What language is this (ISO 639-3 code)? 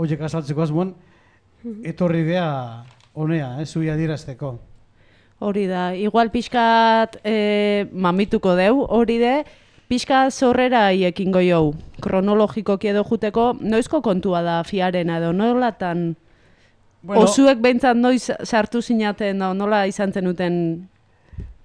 eus